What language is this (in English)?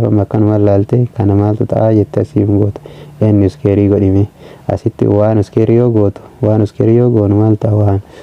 Oromo